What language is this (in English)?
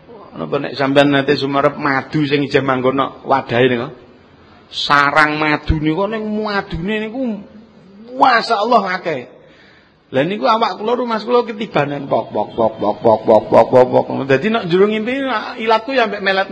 Javanese